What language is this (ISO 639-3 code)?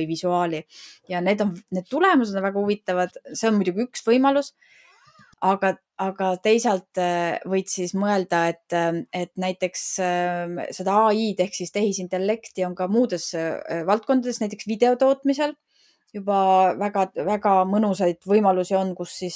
est